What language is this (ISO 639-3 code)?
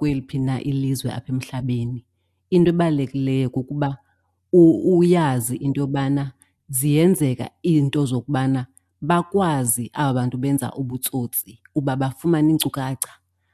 xho